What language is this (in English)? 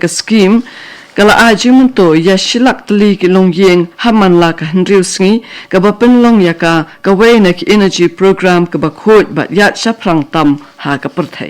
Khasi